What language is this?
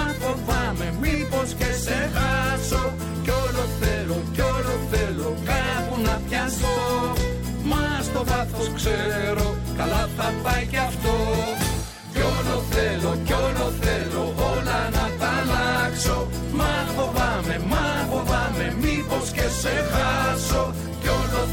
Greek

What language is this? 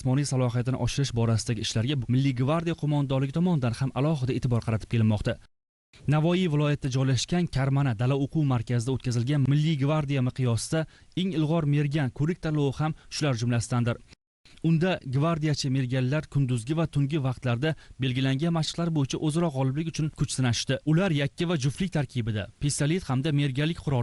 Uzbek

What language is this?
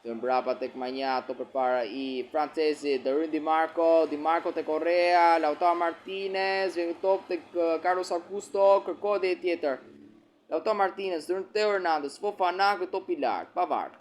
Albanian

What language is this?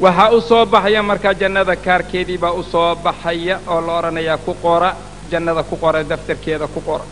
Somali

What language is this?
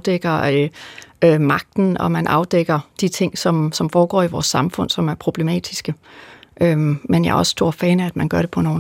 Danish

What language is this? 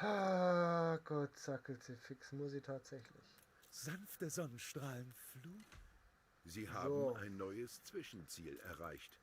Bavarian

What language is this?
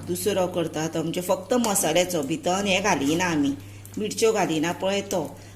Konkani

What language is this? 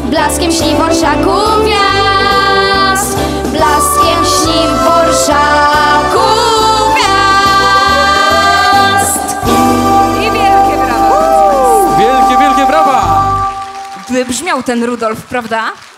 Polish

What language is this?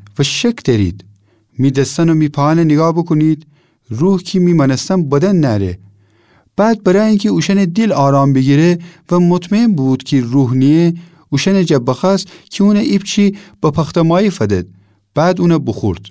Gilaki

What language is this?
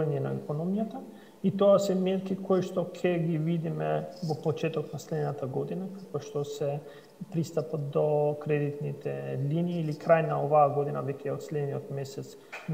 Macedonian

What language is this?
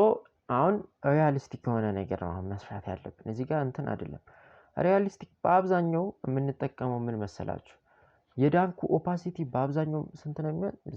Amharic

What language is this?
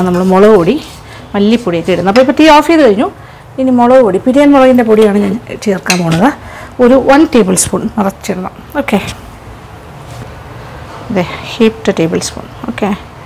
Malayalam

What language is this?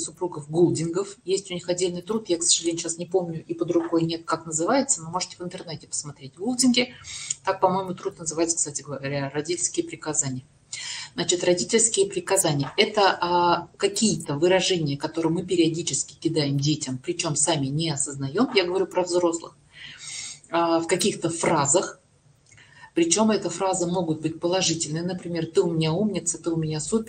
Russian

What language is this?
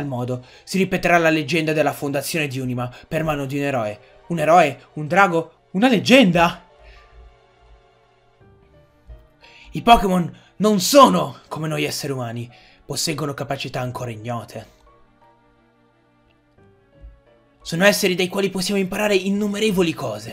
Italian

